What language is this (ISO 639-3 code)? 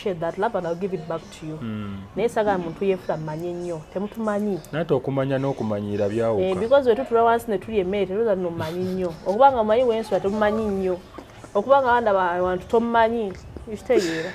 lug